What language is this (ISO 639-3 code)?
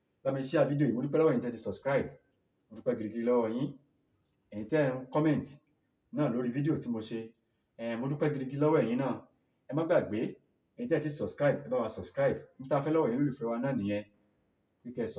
yor